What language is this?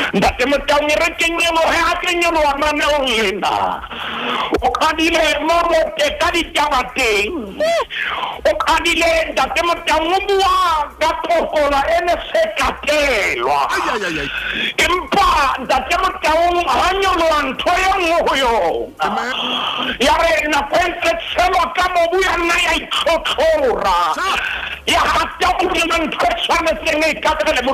Southern Sotho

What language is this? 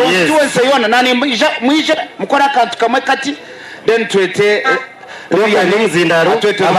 Nyankole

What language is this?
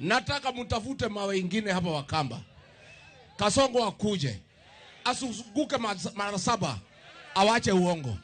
Luo (Kenya and Tanzania)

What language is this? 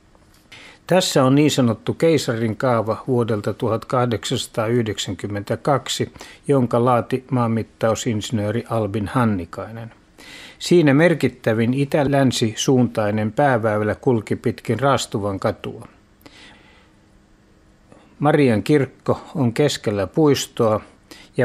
Finnish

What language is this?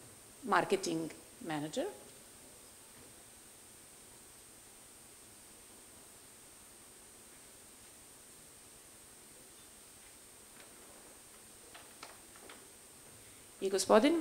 Serbian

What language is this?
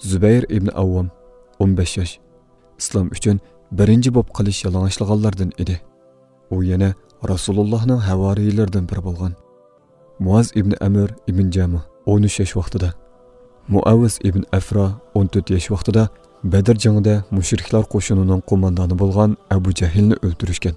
Uyghur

